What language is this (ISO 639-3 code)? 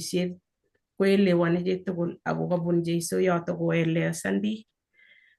kln